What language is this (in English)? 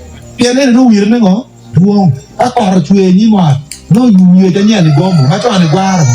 Acoli